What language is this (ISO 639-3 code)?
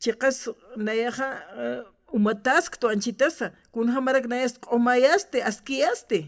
aym